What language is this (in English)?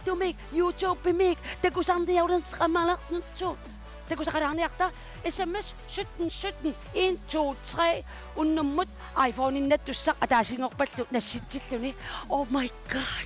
Kalaallisut